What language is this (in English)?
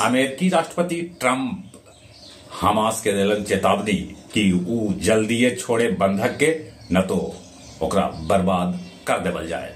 Magahi